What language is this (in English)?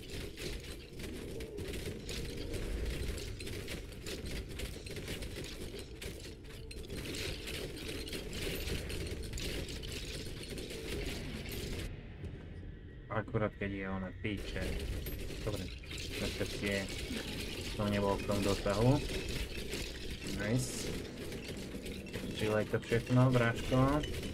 Slovak